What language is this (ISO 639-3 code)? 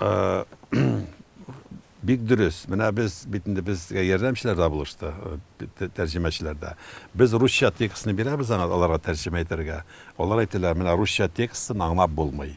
tat